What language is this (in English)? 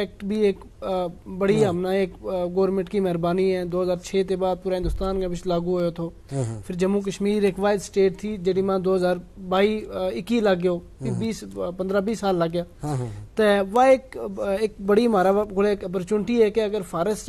Gujari